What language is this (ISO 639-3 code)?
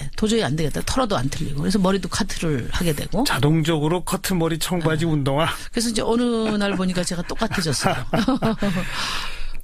kor